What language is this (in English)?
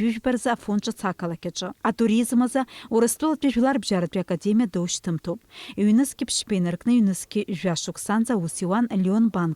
Abkhazian